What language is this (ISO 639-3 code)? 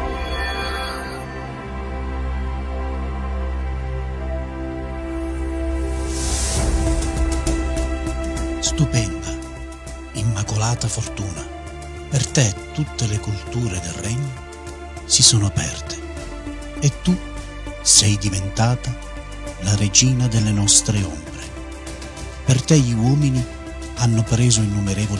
ita